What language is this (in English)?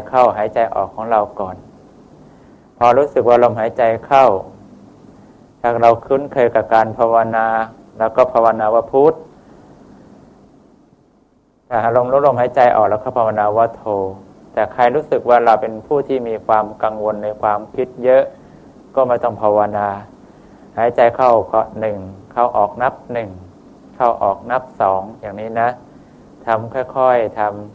Thai